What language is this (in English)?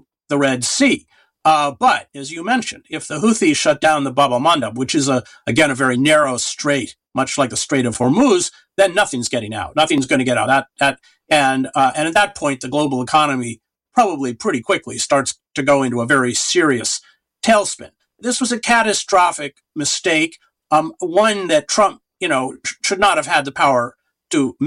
English